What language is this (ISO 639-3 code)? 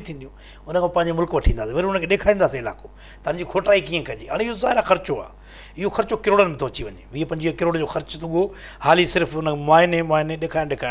snd